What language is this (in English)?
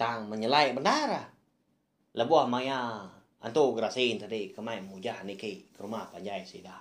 Iban